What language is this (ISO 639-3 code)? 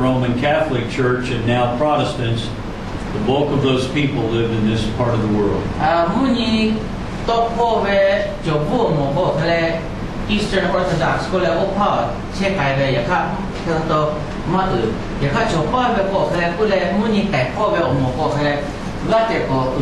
lhu